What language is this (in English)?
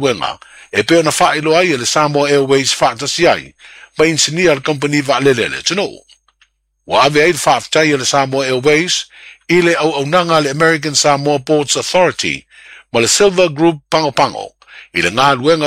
Samoan